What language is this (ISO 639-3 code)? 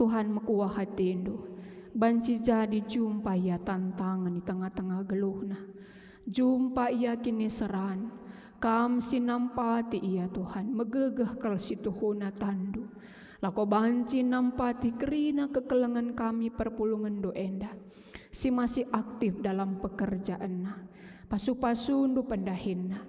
btx